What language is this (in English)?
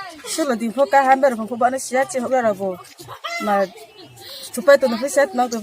Riang (India)